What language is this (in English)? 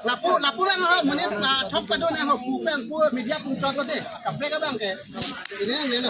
Karbi